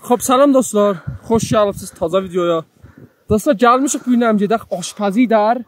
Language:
South Azerbaijani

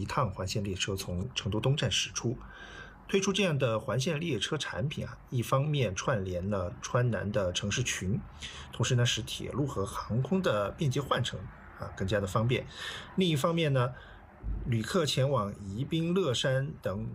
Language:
Chinese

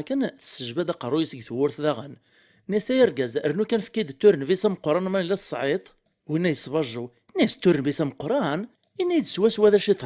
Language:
Kabyle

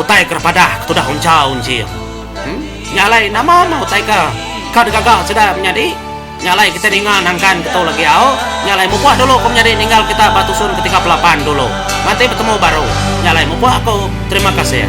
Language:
Iban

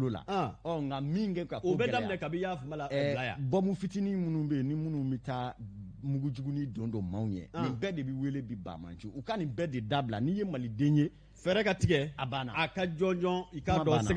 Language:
Bambara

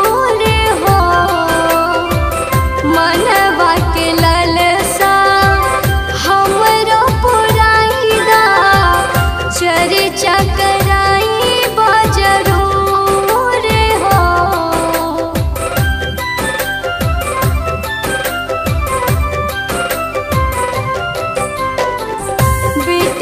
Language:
Bhojpuri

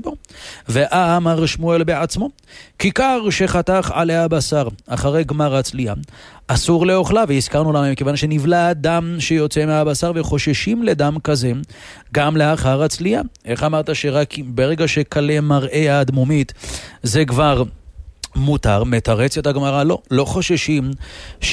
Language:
Hebrew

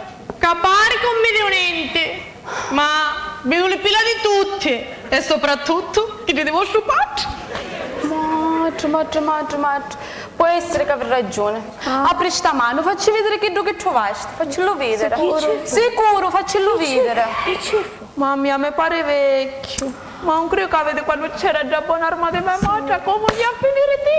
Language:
Sicilian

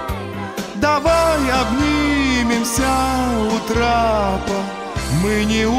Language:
Russian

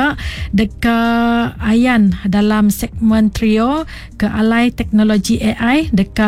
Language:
Iban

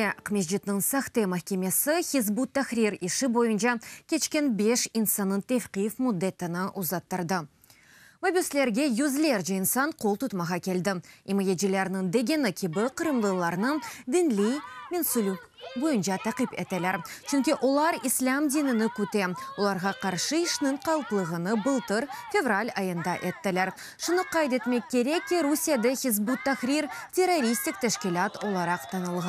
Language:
Crimean Tatar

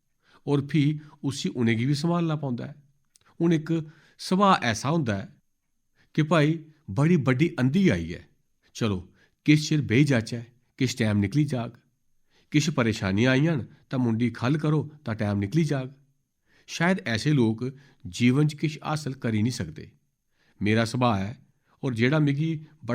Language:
Dogri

